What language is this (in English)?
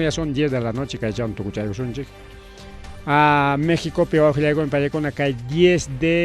Ayacucho Quechua